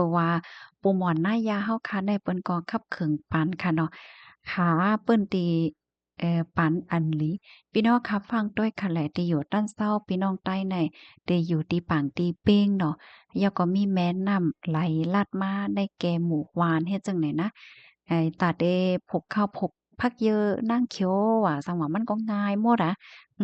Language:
Shan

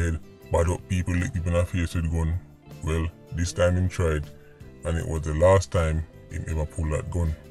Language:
Jamaican Creole English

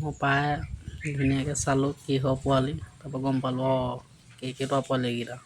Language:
Assamese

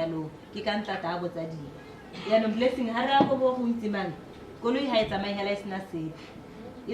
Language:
Tswana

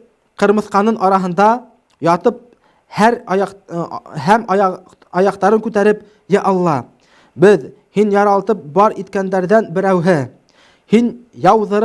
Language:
Bashkir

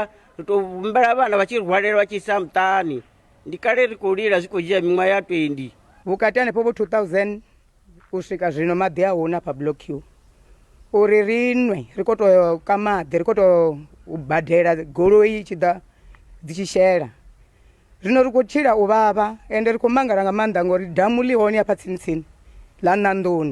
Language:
Venda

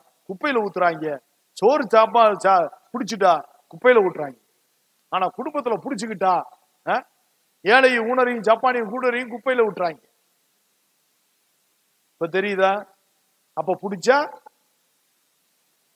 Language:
Tamil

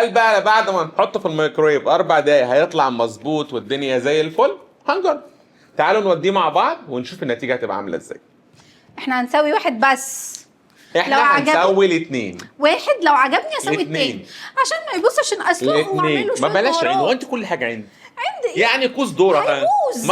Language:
Egyptian Arabic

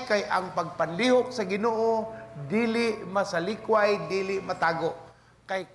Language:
Cebuano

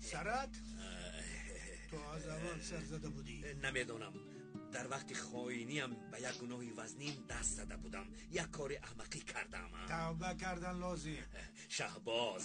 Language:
Tajik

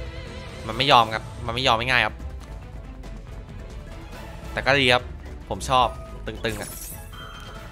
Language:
Thai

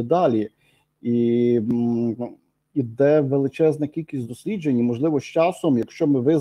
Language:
Ukrainian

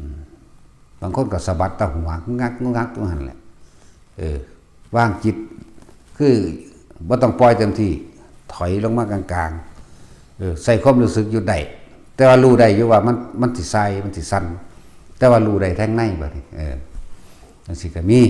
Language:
Lao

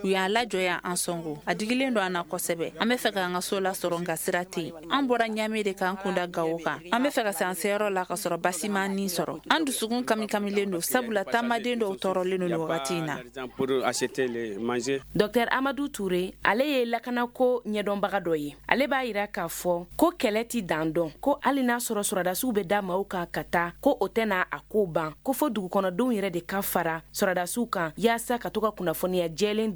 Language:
Bambara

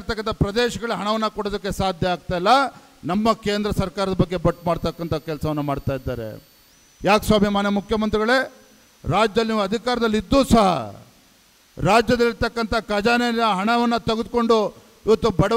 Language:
Kannada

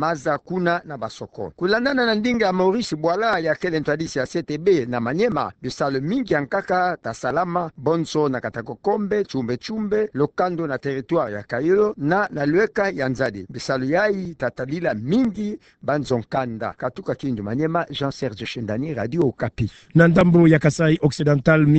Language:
Kituba (Democratic Republic of Congo)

